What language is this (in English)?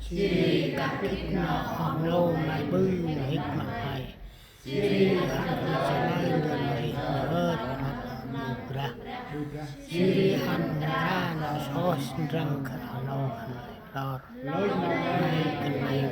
Central Mnong